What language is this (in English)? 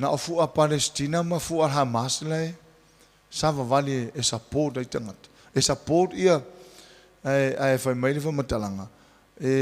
Samoan